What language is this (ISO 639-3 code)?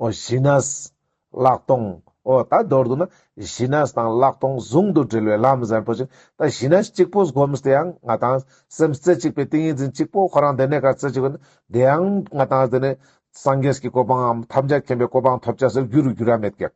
lbj